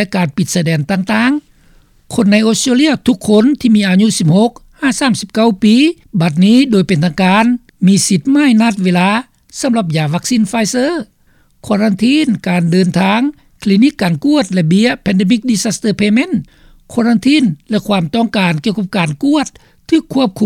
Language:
Lao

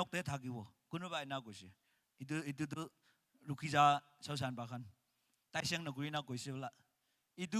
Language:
Naga Pidgin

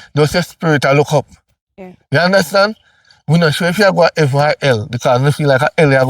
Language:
Jamaican Creole English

